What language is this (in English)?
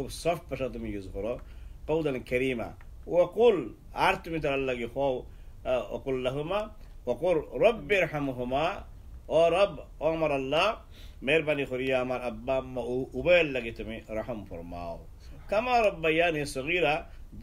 Sylheti